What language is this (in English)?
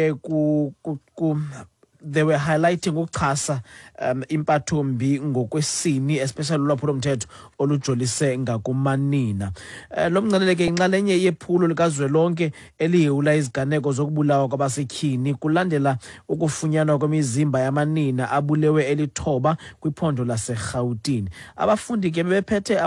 Xhosa